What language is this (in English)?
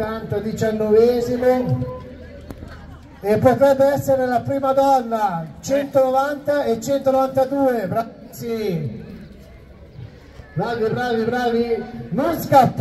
Italian